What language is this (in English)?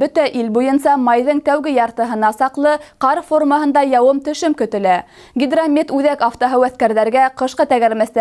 Bashkir